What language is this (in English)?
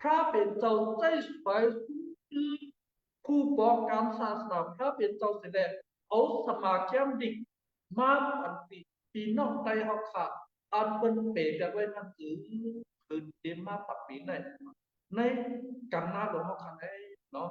Shan